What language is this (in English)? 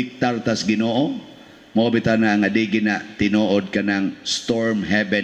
Cebuano